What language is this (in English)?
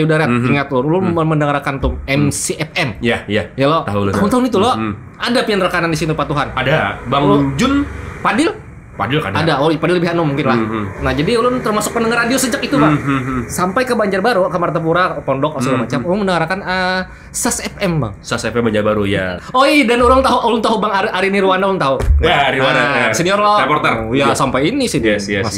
Banjar